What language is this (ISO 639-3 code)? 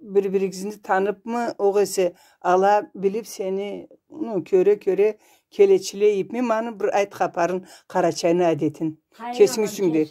krc